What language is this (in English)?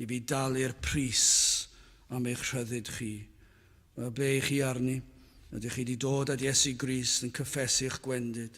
Welsh